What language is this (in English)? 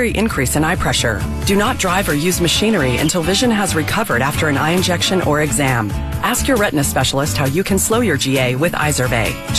English